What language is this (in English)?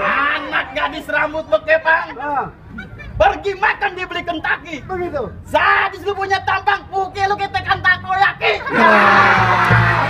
Betawi